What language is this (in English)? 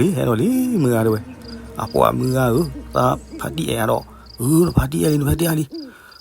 S'gaw Karen